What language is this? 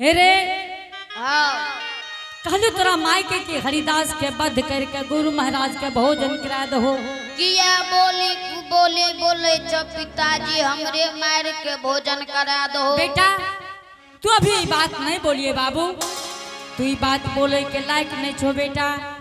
Angika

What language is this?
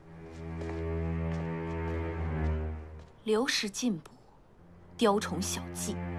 Chinese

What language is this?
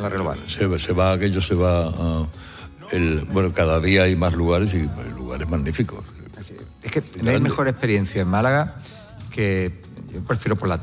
Spanish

